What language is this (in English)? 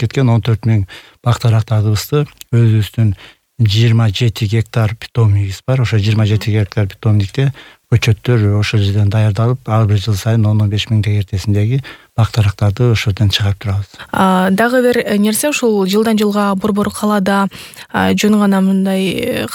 Kyrgyz